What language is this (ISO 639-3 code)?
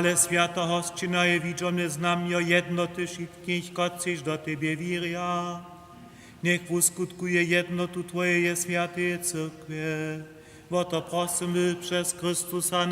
hsb